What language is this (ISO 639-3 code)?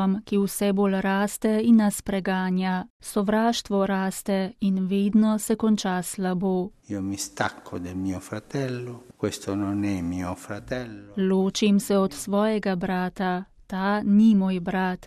slv